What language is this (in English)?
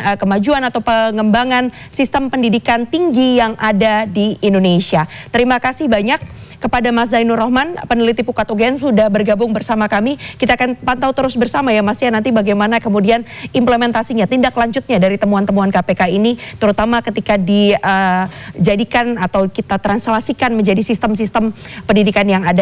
Indonesian